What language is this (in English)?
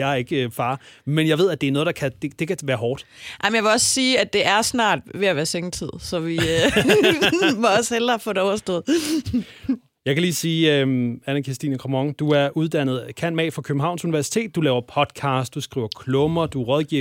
Danish